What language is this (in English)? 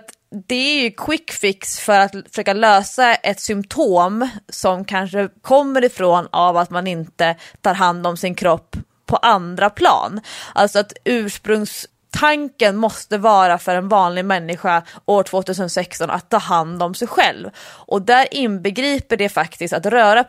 Swedish